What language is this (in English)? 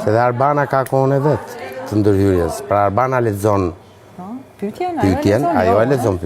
Albanian